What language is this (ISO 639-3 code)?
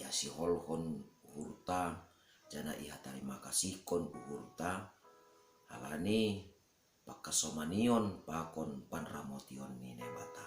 bts